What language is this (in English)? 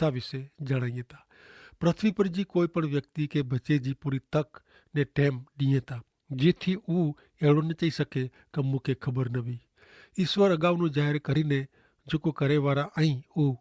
Kachhi